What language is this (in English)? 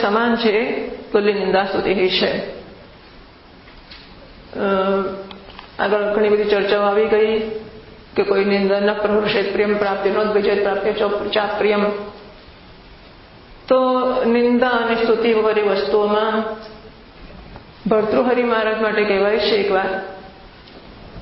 Gujarati